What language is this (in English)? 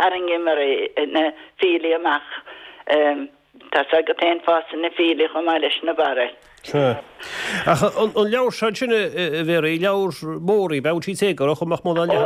Irish